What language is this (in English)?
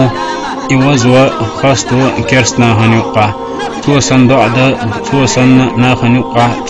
Chechen